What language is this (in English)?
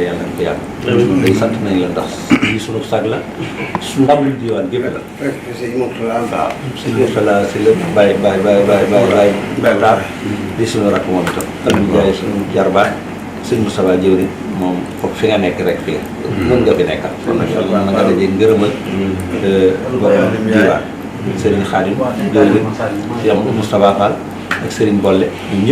Wolof